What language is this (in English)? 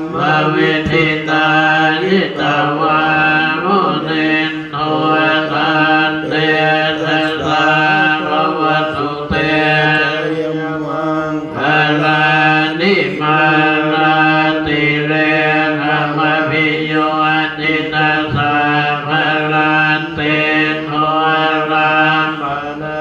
Pali